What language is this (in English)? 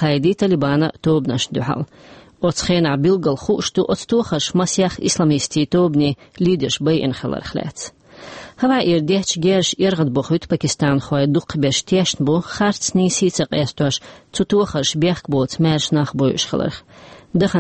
Chechen